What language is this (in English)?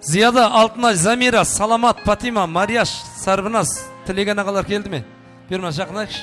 Kara-Kalpak